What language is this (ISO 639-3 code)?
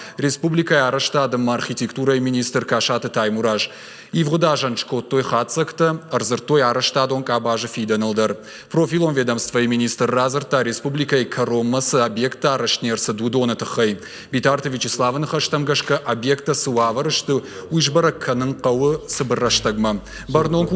oss